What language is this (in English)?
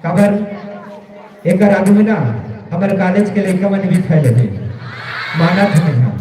Chhattisgarhi